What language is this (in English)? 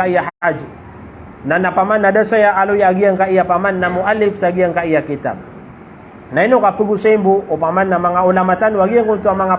Maranao